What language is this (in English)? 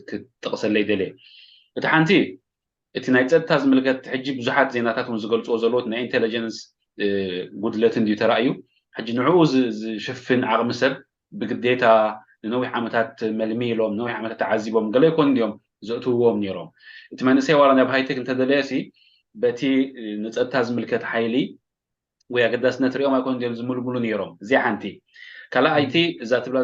Tigrinya